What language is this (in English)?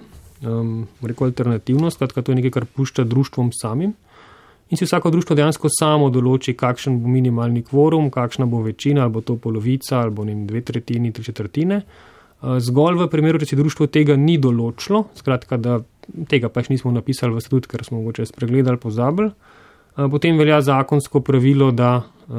Slovenian